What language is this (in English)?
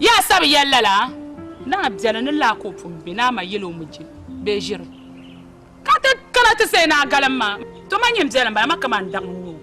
Dagbani